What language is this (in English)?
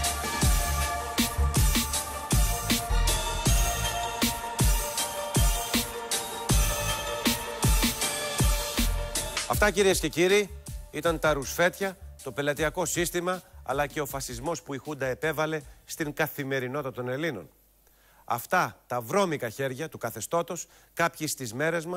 Greek